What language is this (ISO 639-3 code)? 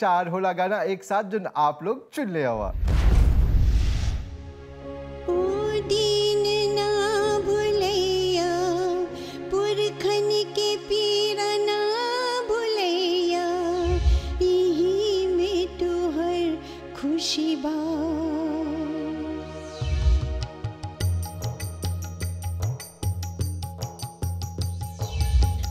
bho